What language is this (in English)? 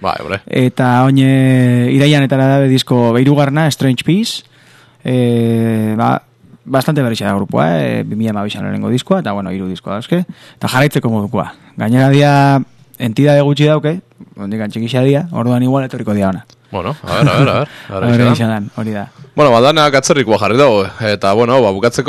Basque